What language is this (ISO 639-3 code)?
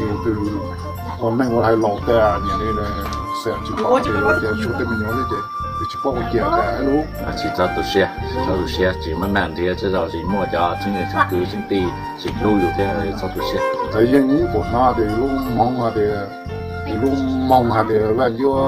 hmn